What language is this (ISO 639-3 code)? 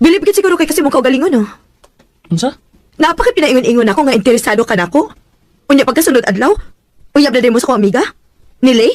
ceb